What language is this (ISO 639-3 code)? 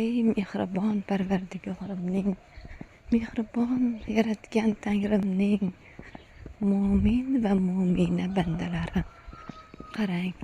uzb